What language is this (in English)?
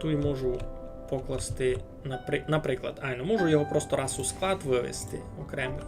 Rusyn